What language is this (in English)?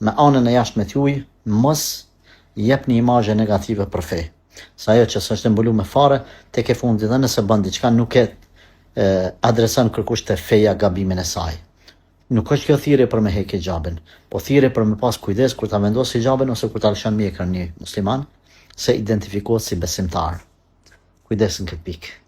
Albanian